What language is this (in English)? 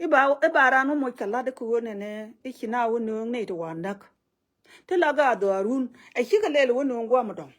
Nuer